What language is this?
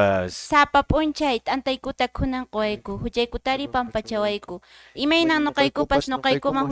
Quechua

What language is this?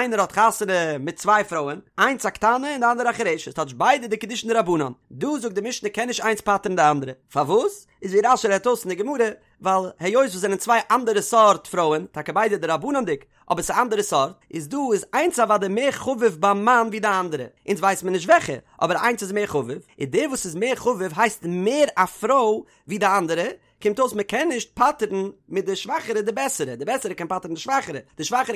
Yiddish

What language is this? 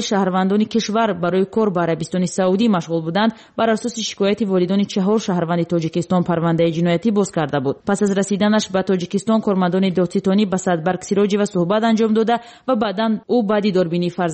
Tajik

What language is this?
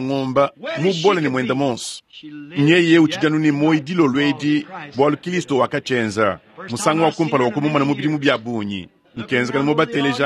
Luba-Lulua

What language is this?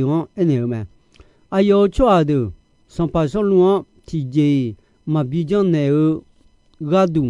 Akha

